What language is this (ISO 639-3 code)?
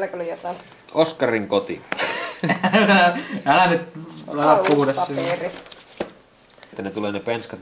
fin